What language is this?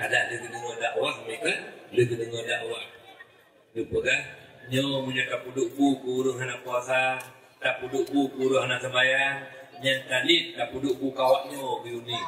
Achinese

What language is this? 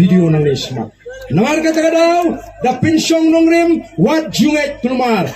Khasi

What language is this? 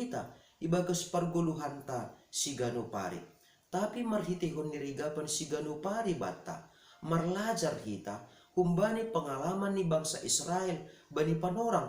Batak Simalungun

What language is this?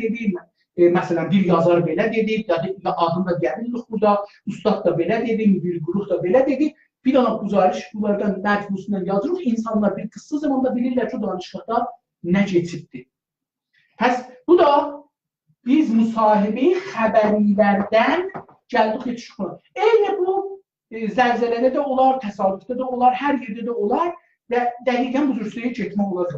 South Azerbaijani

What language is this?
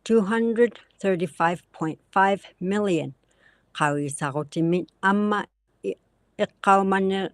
Inuktitut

